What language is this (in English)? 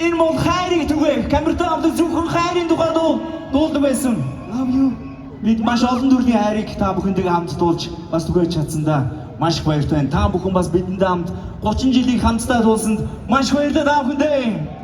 Mongolian